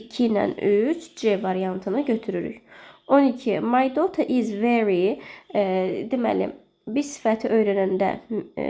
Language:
Azerbaijani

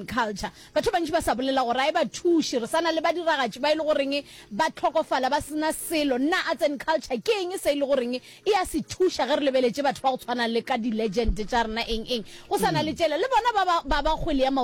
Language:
Northern Sotho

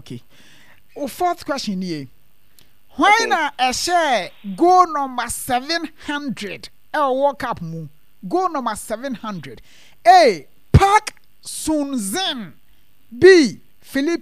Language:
Akan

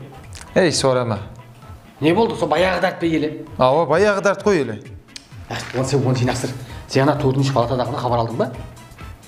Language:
Kara-Kalpak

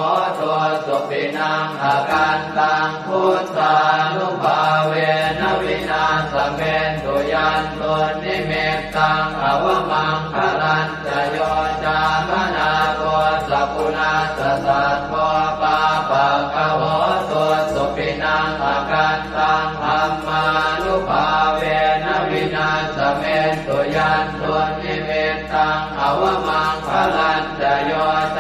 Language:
Pali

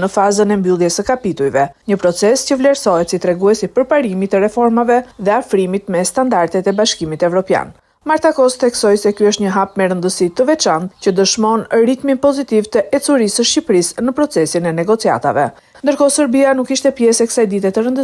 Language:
Albanian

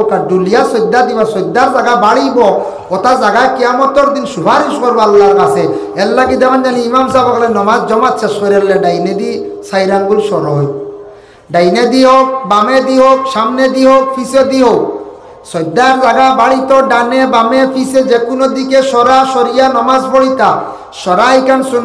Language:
Sylheti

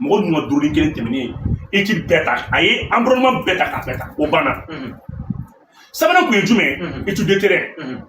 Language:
Bambara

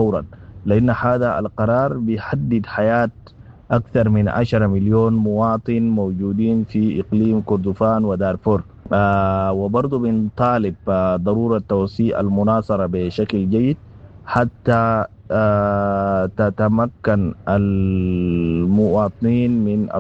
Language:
Sudanese Arabic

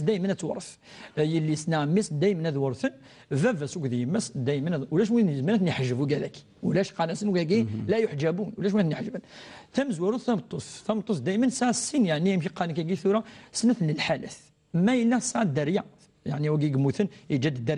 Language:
Kabyle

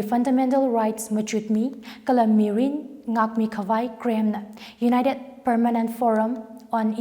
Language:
Tangkhul Naga (India)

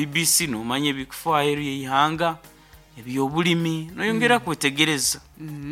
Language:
Nyankole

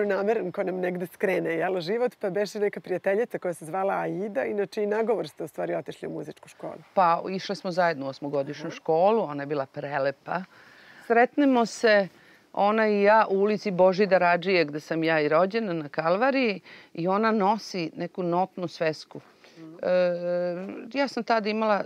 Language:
Serbian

